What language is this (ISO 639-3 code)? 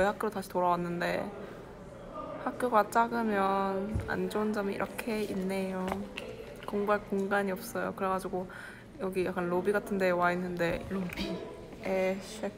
kor